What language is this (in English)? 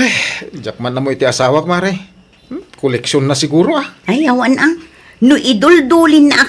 Iloko